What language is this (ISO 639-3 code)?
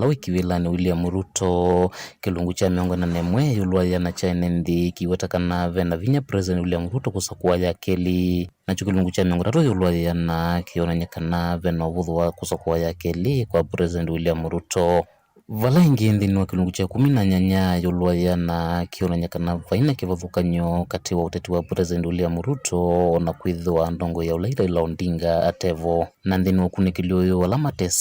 kam